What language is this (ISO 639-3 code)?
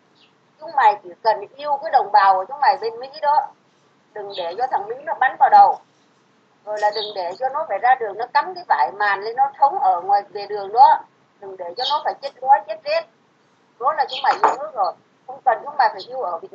vie